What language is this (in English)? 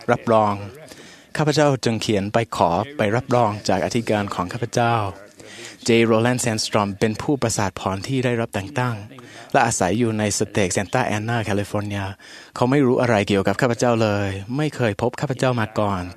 Thai